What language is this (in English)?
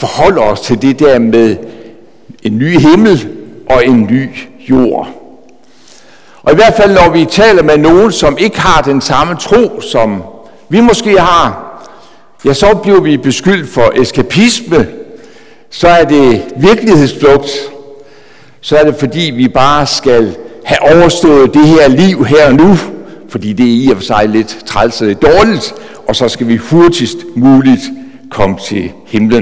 Danish